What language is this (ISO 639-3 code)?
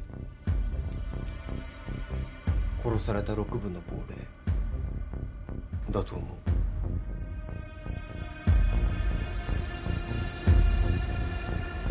jpn